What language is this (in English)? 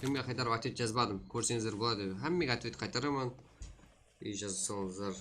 Kara-Kalpak